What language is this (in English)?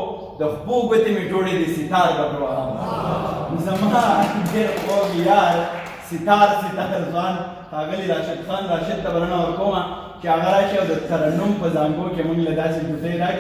Pashto